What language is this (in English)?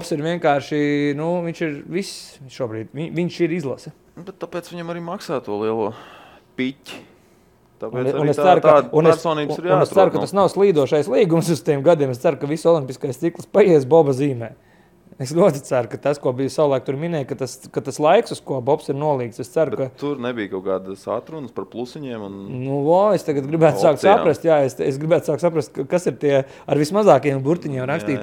Latvian